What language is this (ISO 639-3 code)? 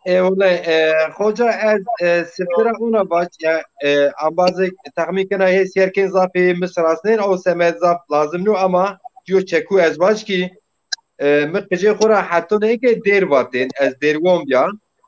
zza